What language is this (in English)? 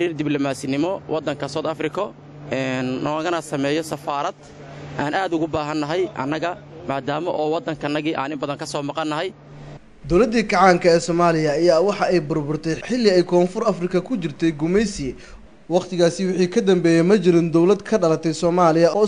Somali